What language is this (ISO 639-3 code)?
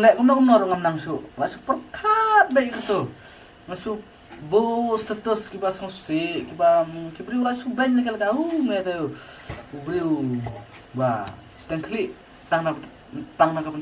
kha